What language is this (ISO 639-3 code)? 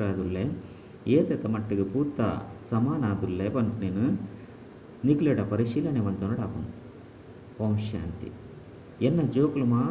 tcy